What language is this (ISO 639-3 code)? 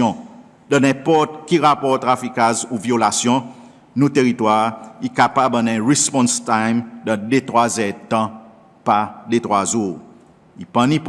crs